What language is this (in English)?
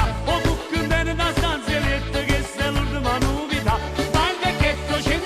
Neapolitan